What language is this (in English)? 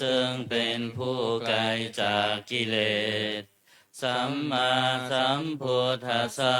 Pali